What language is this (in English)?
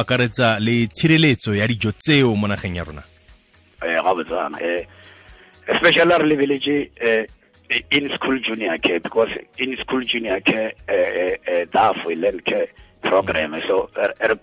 Tswana